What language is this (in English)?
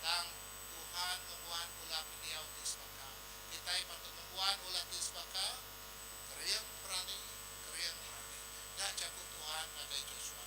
Iban